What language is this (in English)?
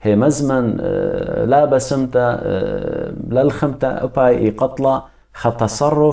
Assyrian Neo-Aramaic